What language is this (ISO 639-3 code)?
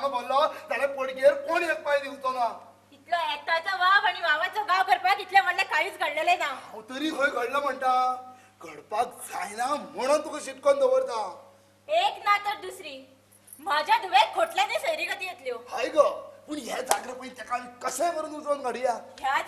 kok